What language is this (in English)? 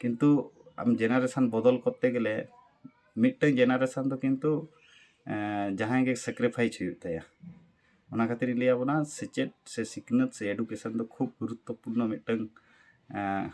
Santali